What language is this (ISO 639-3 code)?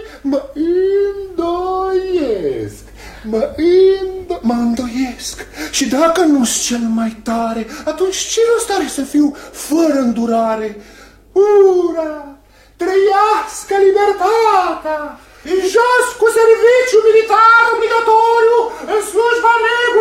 ron